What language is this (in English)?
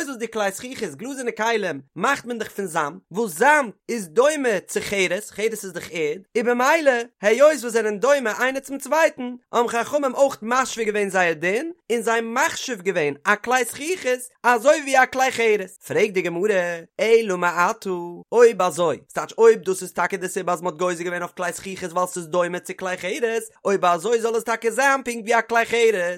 Yiddish